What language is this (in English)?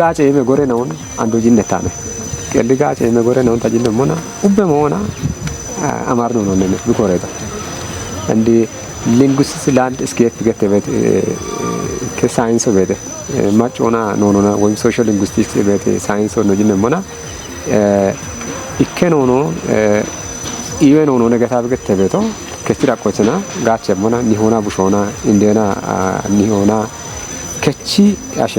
Kafa